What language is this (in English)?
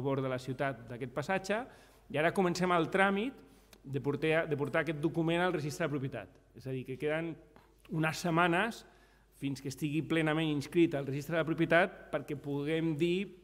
Catalan